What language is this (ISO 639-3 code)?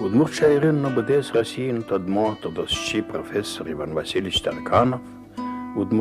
udm